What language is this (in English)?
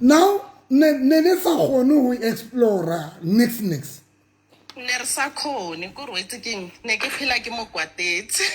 Southern Sotho